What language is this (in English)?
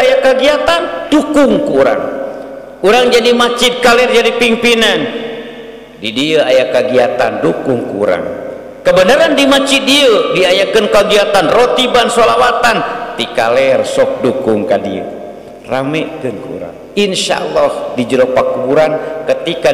Sundanese